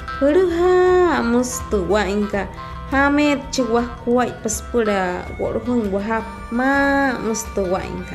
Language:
Wayuu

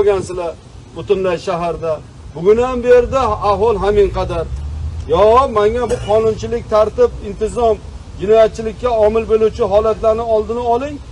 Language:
Uzbek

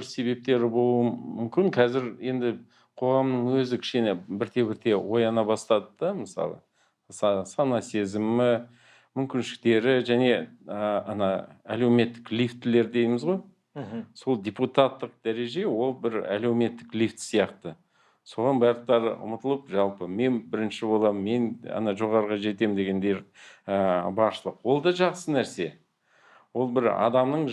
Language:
Kazakh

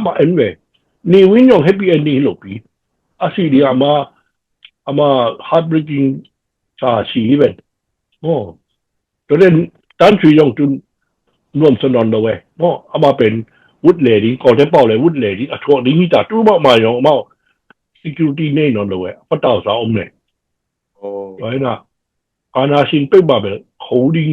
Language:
Tedim Chin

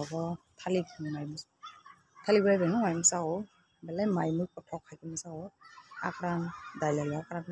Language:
Kok Borok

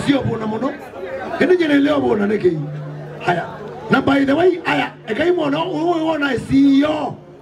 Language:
Kamba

